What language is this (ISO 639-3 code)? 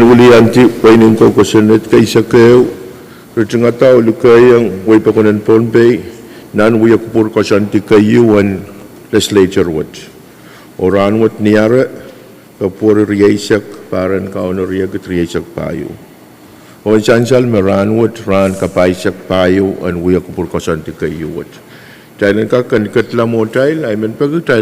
pon